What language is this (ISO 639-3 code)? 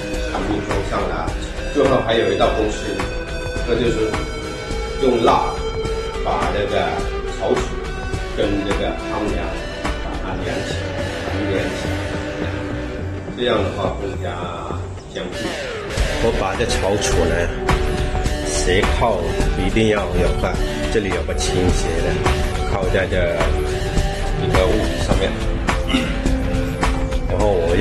zho